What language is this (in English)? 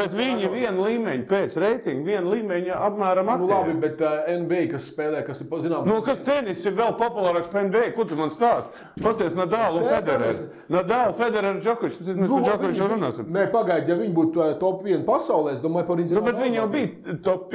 Latvian